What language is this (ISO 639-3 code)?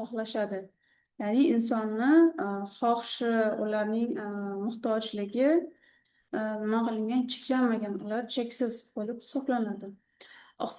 uzb